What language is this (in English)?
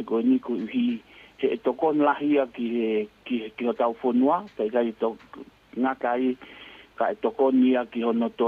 Tongan